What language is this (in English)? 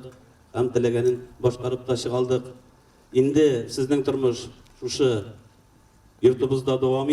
Tatar